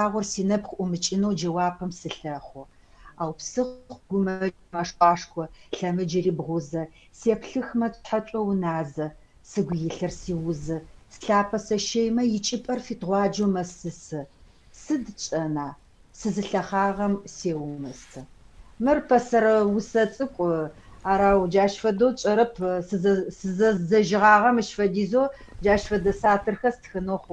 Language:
Adyghe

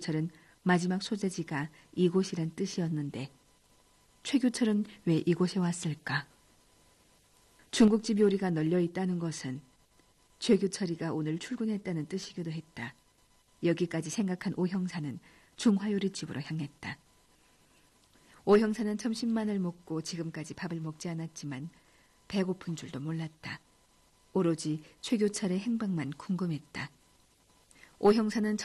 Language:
Korean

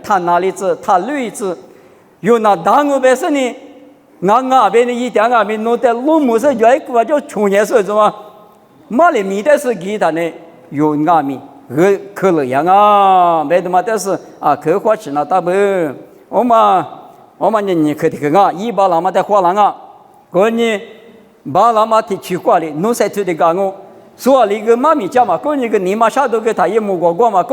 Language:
Lisu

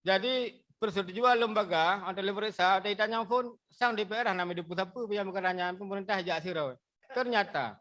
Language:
Achinese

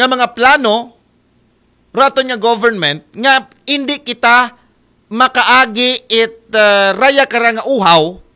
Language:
Aklanon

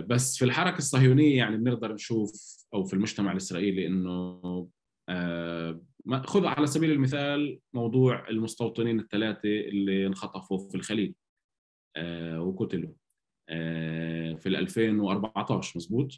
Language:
North Levantine Arabic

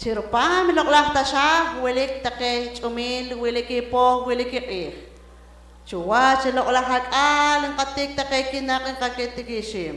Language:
Poqomchi'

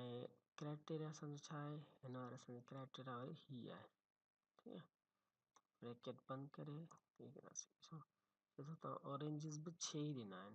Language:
Sindhi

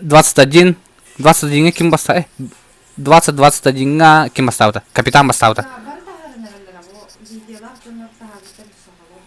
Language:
Yakut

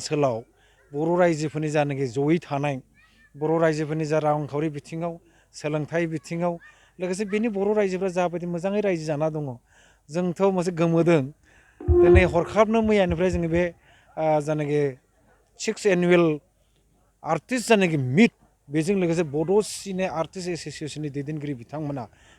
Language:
Bodo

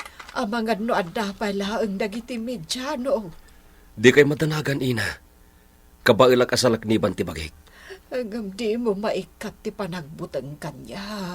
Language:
Iloko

